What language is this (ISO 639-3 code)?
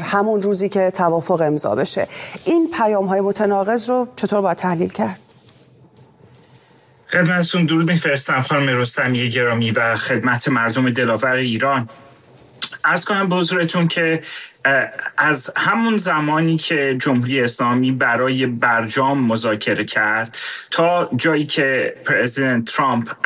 fas